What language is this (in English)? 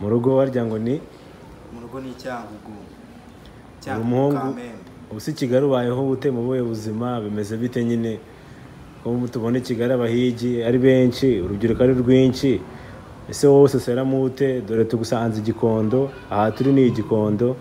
Kinyarwanda